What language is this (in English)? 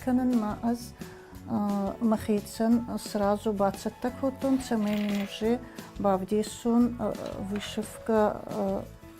Ossetic